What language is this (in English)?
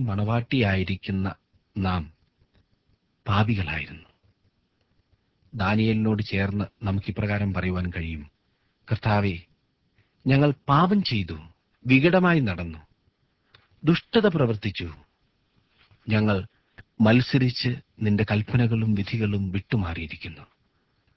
Malayalam